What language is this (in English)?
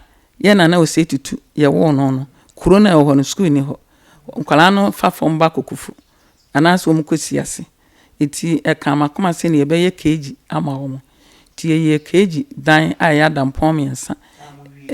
Akan